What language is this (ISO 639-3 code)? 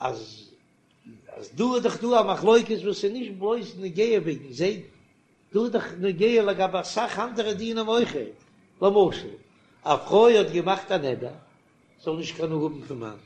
yid